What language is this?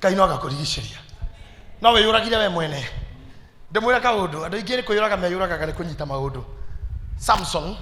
Kikuyu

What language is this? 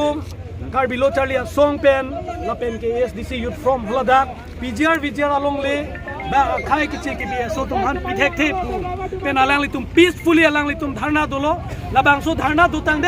Karbi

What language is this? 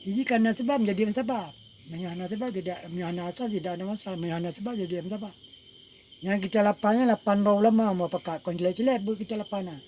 Achinese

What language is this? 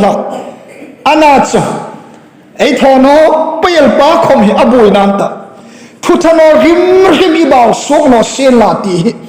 Hmar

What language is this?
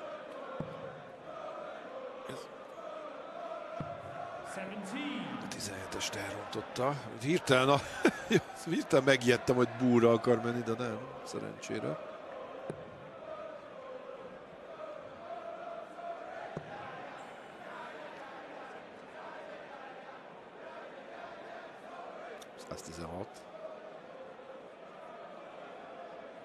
Hungarian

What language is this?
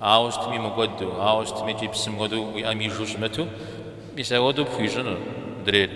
Kabardian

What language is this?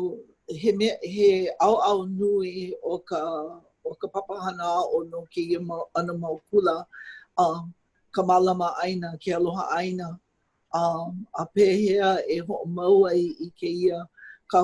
Hawaiian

